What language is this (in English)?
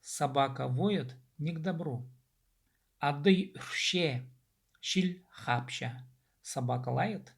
Khakas